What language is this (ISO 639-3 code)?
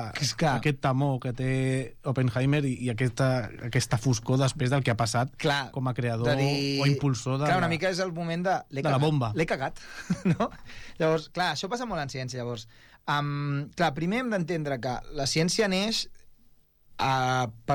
cat